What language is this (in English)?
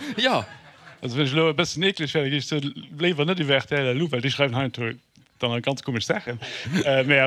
Luxembourgish